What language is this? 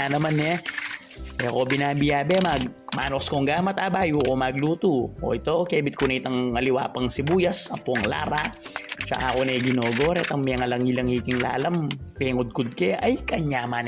Pampanga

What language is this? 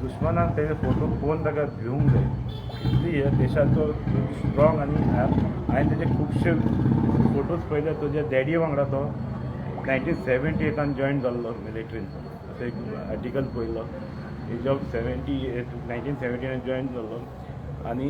Konkani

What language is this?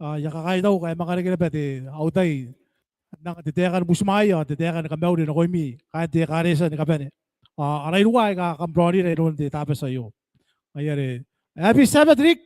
Gilbertese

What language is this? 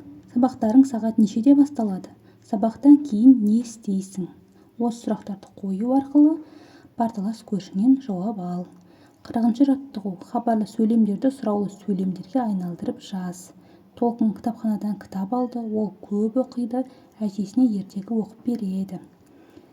Kazakh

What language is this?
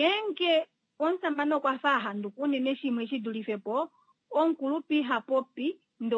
Kuanyama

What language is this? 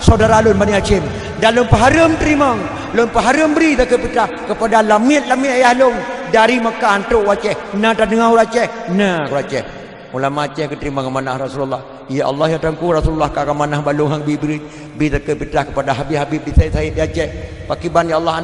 Achinese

